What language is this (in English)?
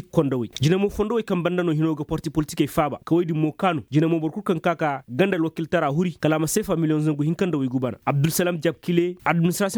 Koyraboro Senni